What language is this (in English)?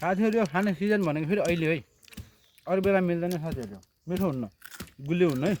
Nepali